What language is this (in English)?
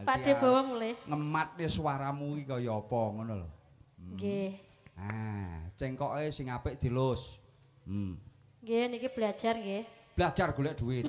Javanese